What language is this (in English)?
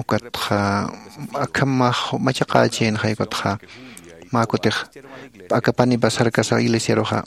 Aymara